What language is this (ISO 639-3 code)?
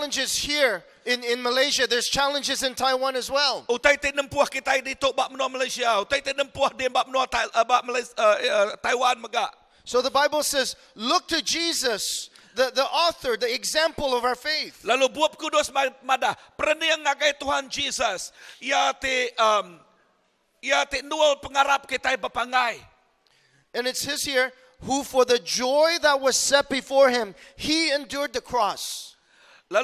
iba